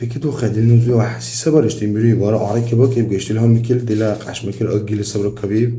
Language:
Dargwa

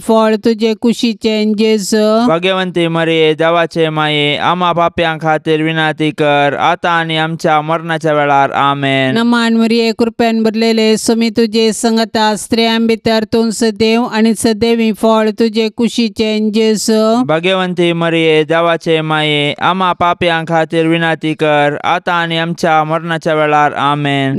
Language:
Konkani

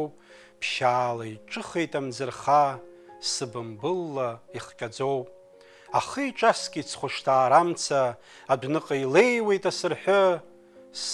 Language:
Abkhazian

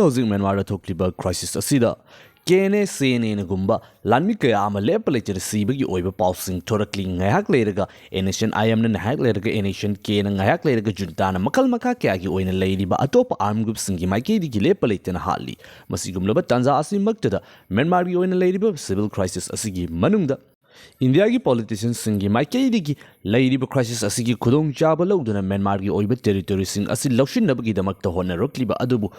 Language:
Manipuri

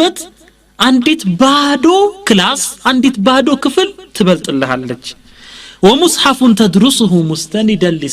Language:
Amharic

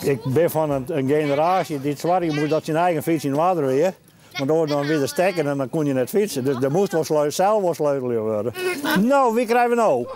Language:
Western Frisian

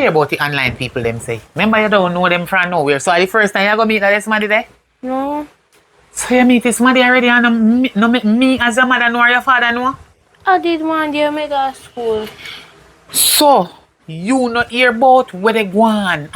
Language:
Jamaican Creole English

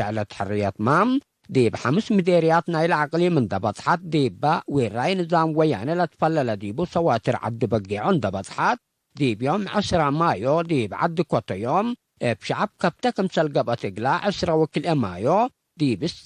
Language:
Tigre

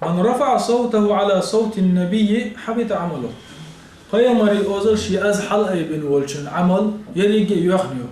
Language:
Chechen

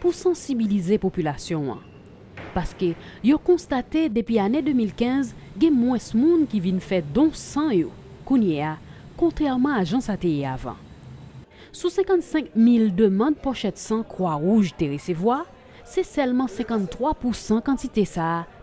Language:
Haitian Creole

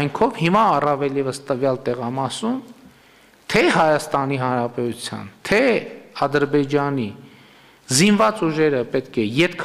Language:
Armenian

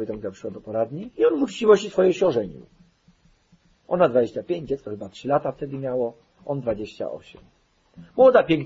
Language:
Polish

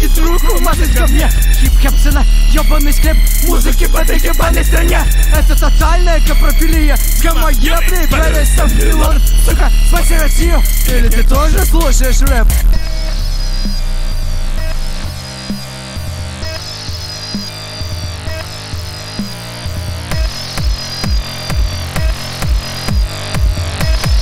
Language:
Russian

